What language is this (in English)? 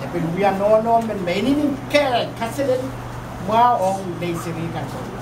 Pohnpeian